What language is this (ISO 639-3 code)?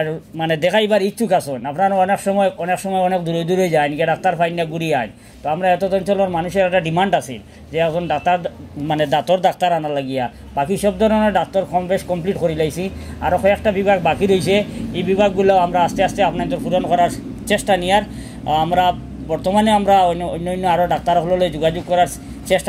syl